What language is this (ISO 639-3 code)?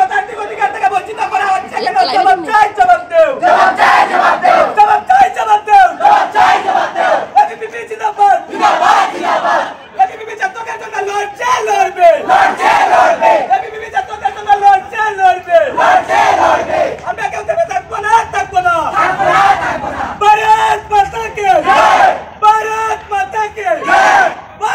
ben